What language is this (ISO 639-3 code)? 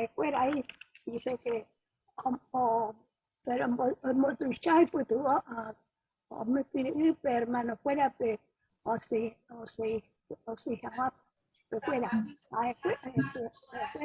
grn